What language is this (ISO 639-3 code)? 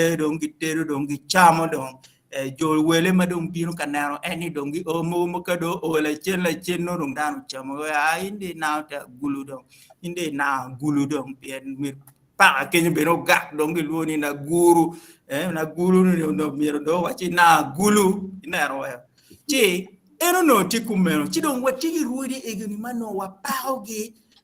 ach